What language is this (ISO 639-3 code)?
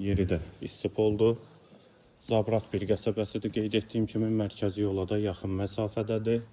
aze